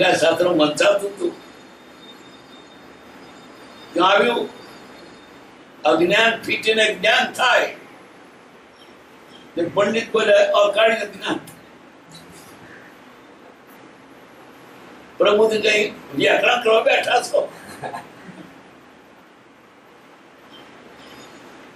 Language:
Gujarati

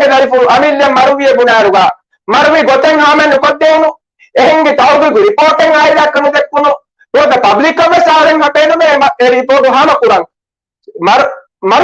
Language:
Divehi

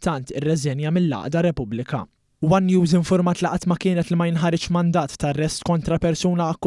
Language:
Maltese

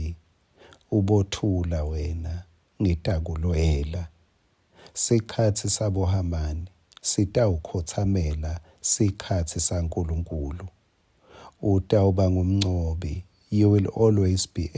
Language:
Swati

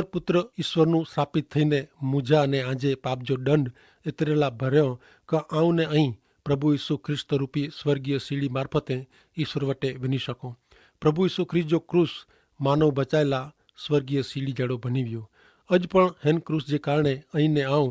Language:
Kachhi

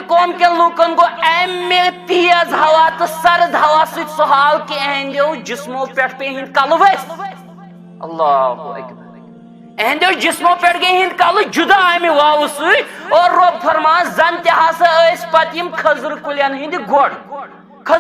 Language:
Kashmiri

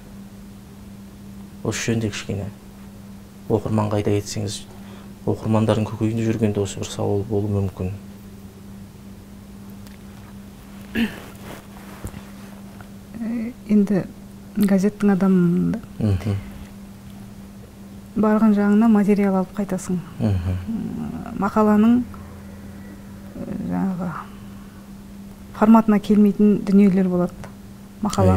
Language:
Kazakh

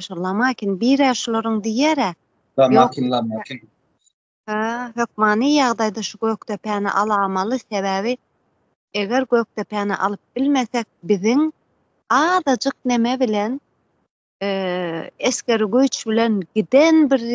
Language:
Turkmen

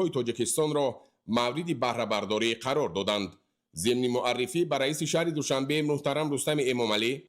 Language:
Tajik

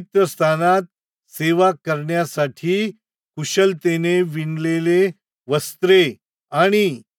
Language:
Marathi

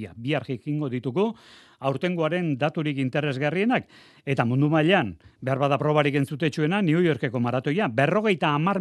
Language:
Basque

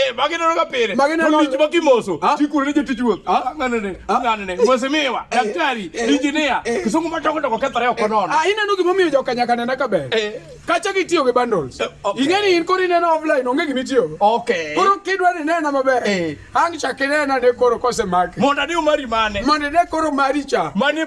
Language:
Luo (Kenya and Tanzania)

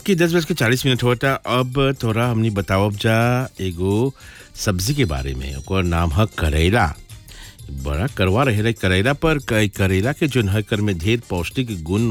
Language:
Bhojpuri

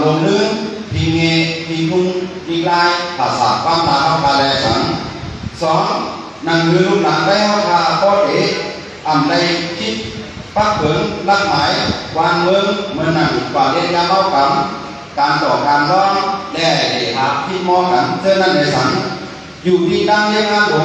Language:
Shan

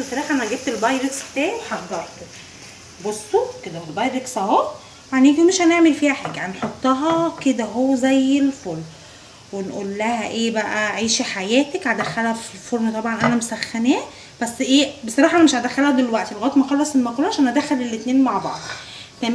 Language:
Egyptian Arabic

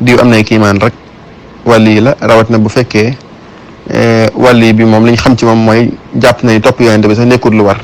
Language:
Wolof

